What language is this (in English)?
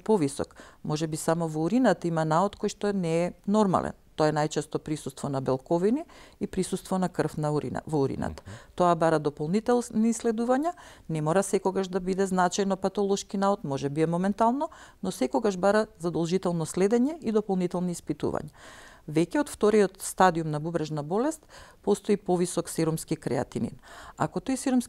Macedonian